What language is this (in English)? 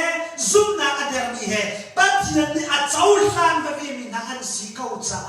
Hakha Chin